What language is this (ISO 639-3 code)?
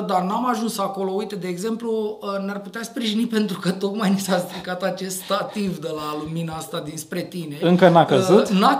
ron